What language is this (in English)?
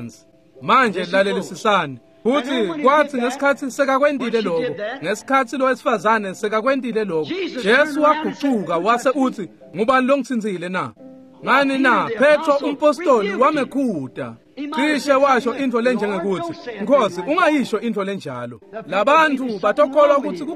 Swati